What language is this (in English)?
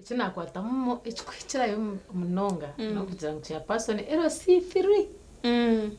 Nyankole